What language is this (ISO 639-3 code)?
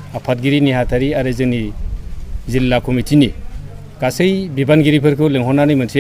brx